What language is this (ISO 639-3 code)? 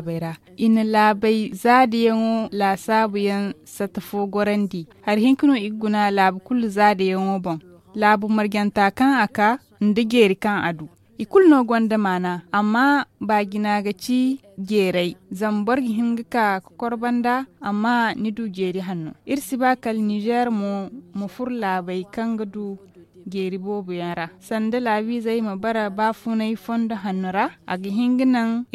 dje